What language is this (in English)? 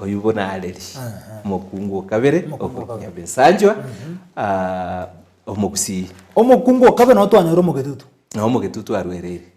Gusii